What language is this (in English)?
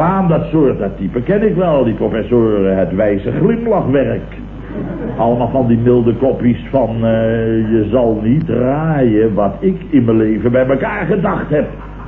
Dutch